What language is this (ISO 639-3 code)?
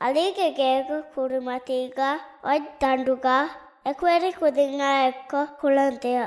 div